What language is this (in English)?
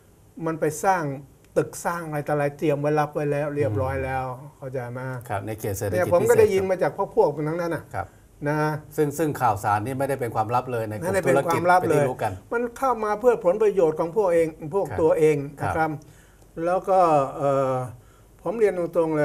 Thai